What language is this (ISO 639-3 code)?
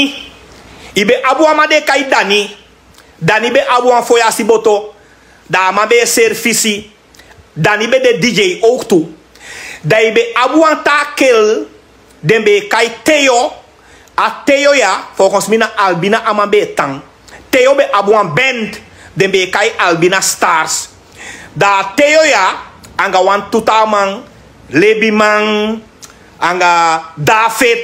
srn